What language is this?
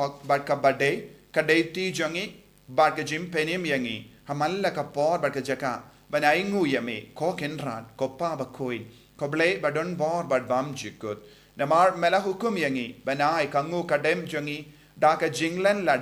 Khasi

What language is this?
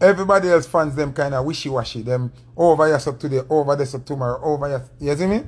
Jamaican Creole English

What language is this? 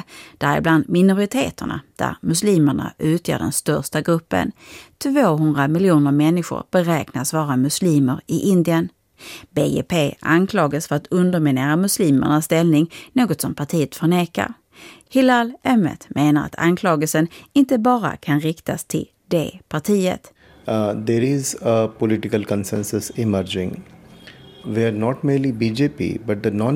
Swedish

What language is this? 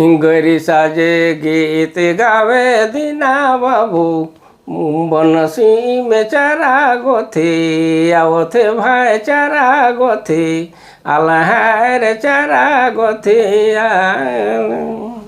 Sadri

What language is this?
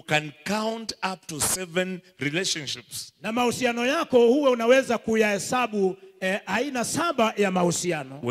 Swahili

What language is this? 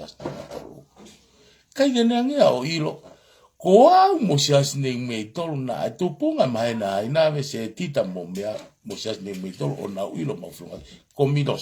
Tongan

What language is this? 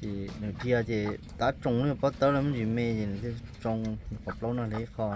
Hmong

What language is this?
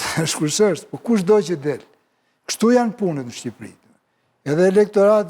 Albanian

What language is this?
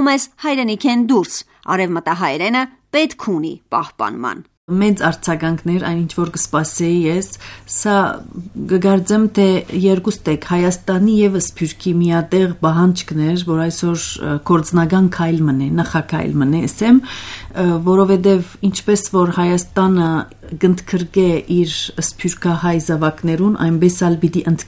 Armenian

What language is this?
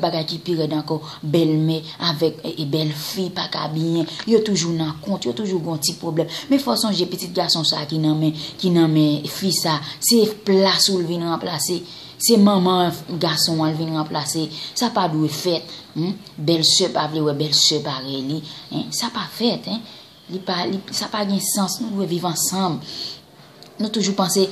Haitian Creole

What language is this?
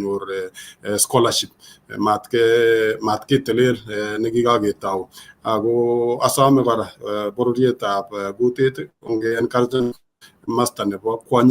Kalenjin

